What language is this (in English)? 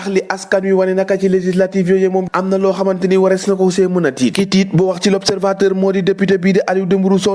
Wolof